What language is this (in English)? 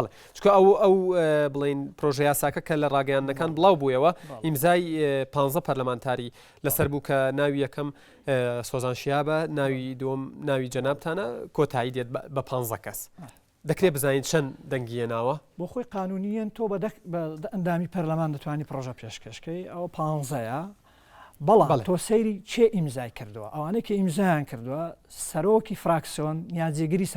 Central Kurdish